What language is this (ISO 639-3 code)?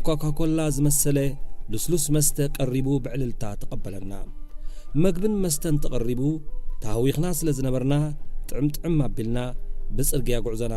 tir